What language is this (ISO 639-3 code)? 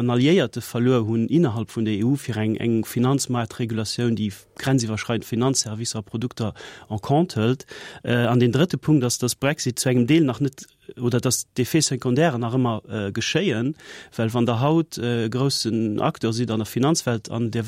ltz